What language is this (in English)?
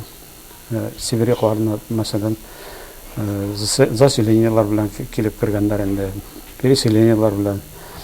Tatar